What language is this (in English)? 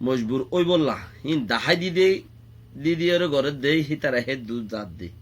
Rohingya